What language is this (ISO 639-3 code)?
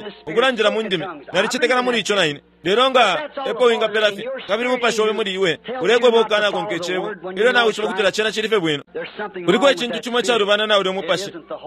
bem